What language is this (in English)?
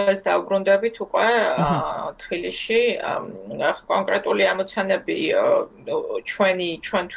Georgian